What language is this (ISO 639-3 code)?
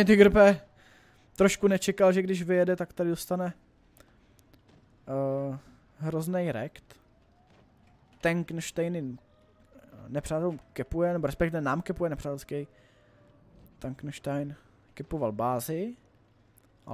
ces